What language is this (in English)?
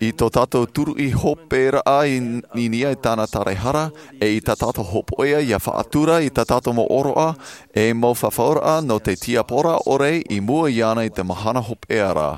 Tahitian